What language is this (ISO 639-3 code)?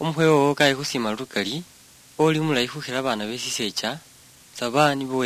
luy